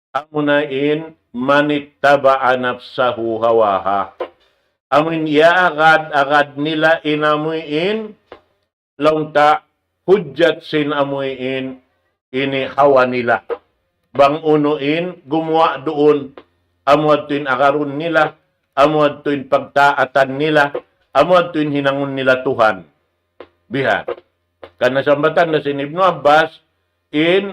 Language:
Tausug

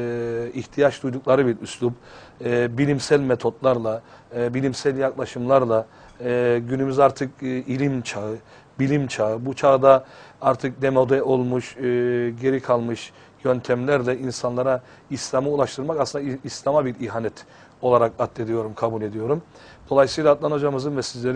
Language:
Turkish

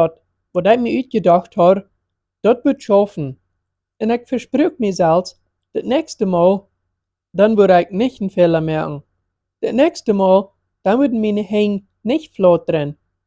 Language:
Plautdietsch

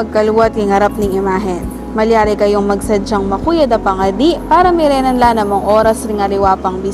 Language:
Pampanga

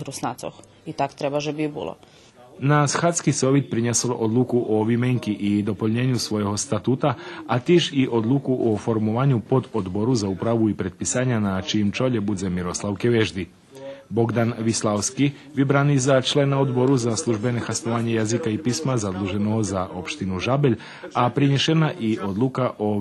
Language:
Rusyn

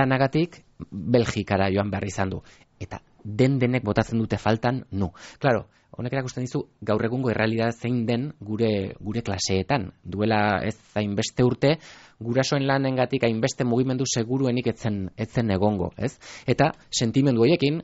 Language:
Basque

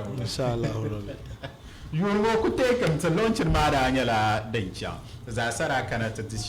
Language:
Dagbani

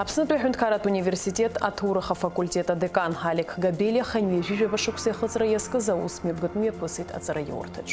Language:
Abkhazian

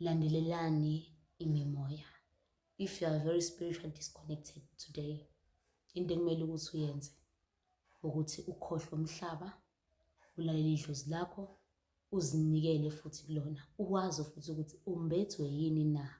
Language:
Zulu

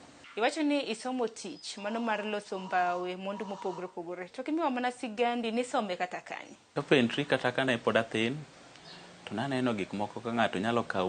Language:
Luo (Kenya and Tanzania)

